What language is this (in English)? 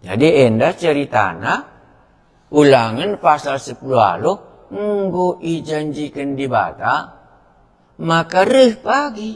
Batak Karo